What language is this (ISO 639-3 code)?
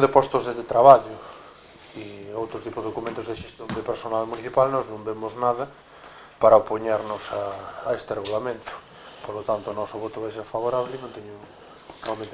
glg